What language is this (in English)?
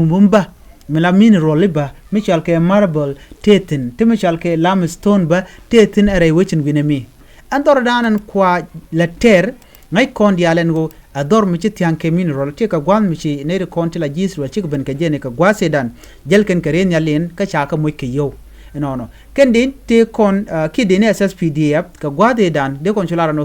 Nuer